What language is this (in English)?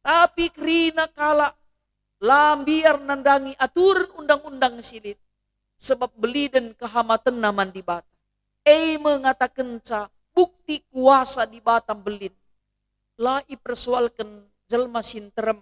Batak Karo